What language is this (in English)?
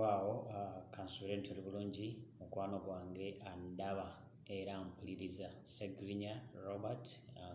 Ganda